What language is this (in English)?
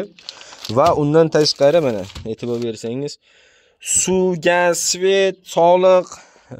Uzbek